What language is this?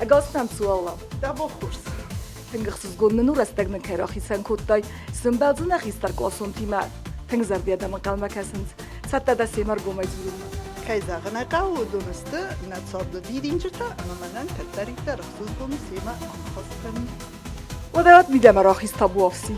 Ossetic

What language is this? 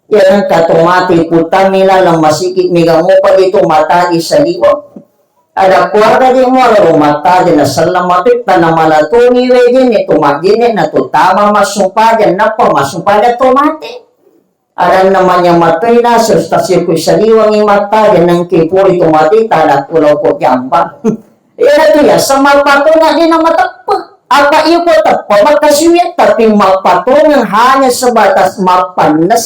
Buginese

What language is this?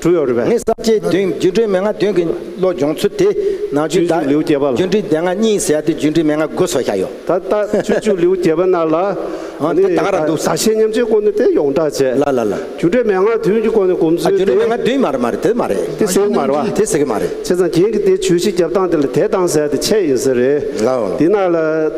Tibetan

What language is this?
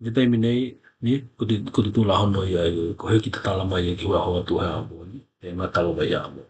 Tokelau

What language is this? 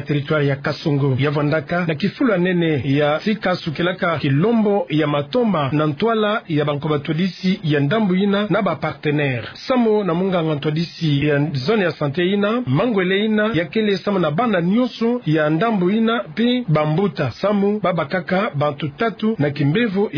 Kituba (Democratic Republic of Congo)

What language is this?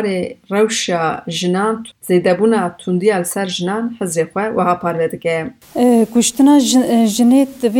Kurdish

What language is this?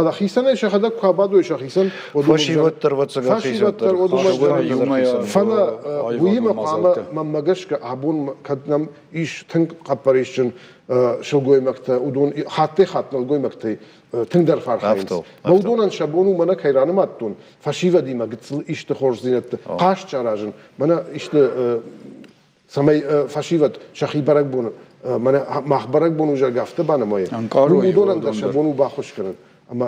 Ossetic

